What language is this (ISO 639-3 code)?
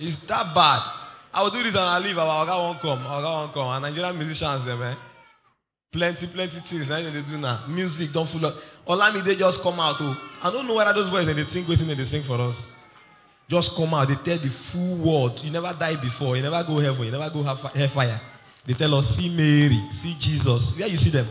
pcm